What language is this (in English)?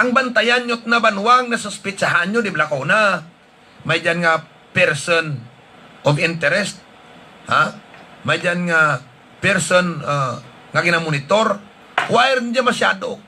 Hiligaynon